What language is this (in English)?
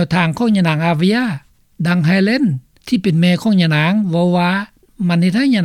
Lao